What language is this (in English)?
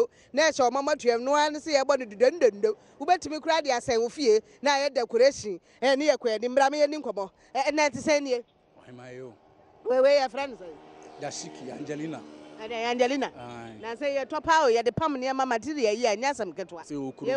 Akan